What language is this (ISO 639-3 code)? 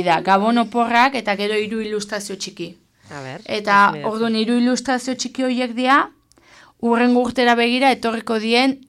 eus